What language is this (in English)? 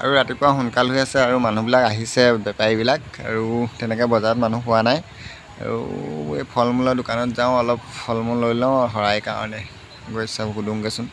Assamese